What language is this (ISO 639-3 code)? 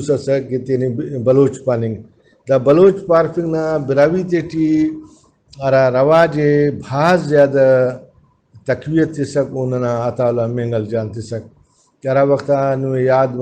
brh